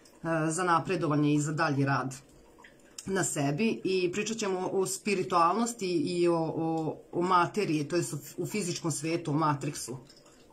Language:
Serbian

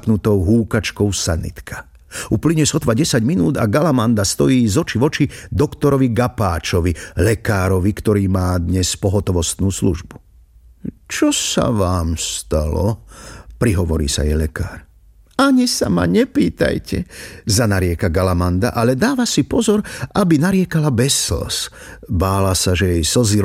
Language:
Slovak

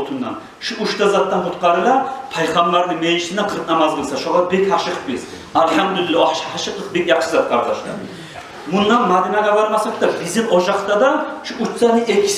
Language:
Kumyk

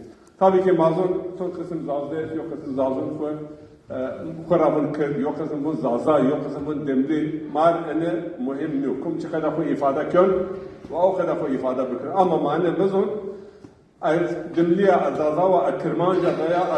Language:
Zaza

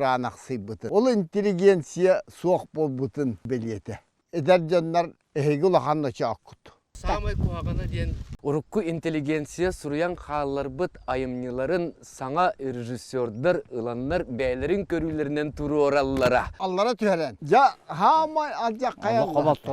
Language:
Yakut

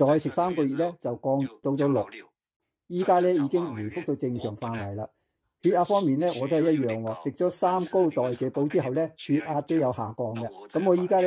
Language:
Cantonese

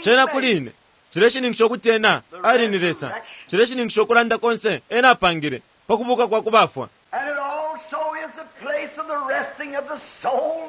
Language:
Bemba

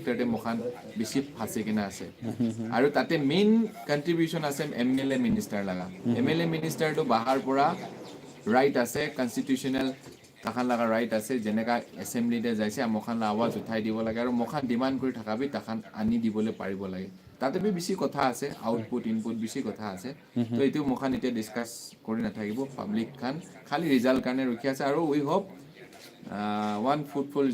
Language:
Naga Pidgin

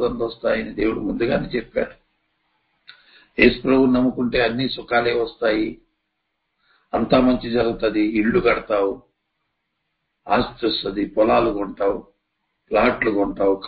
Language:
Telugu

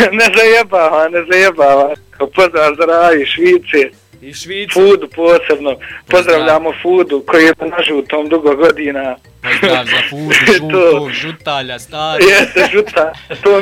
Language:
Bosnian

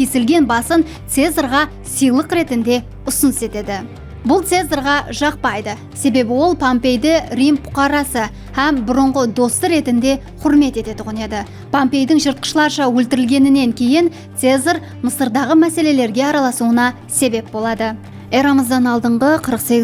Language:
Kara-Kalpak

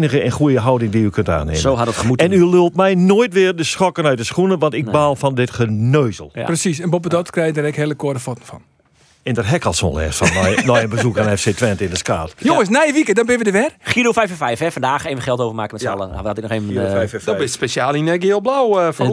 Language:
Western Frisian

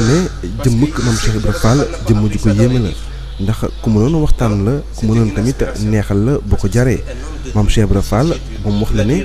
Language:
Wolof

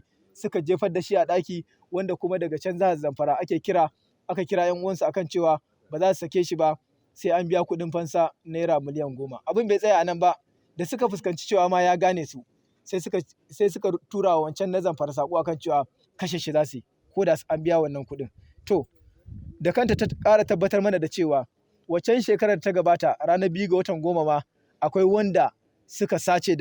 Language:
Hausa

